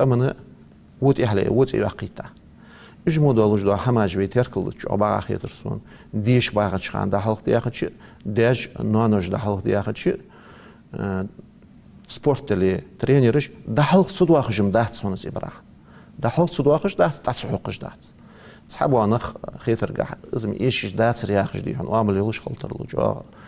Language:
Ingush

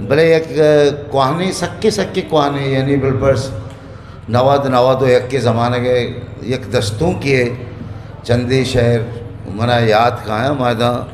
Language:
Eastern Balochi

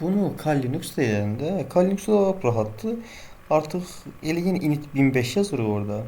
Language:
Azerbaijani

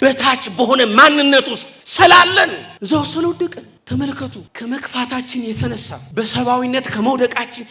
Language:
Amharic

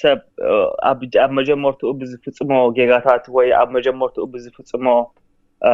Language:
Tigrinya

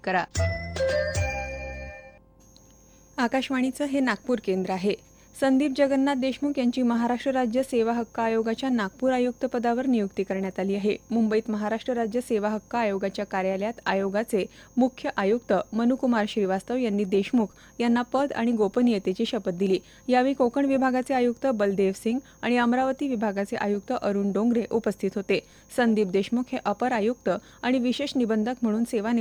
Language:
Marathi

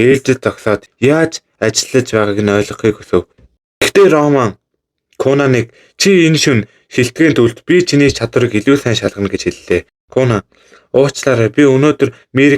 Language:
Mongolian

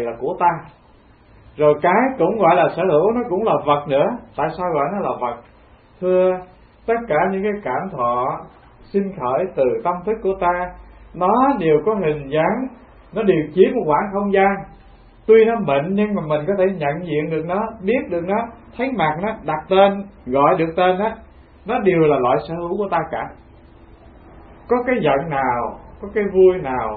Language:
Vietnamese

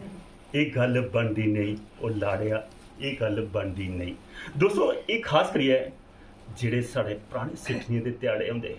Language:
Dogri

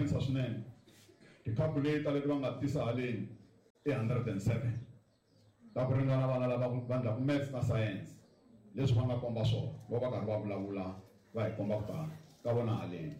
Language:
Tsonga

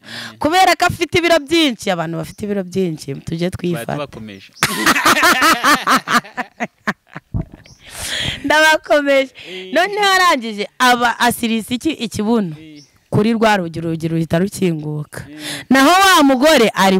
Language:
Kinyarwanda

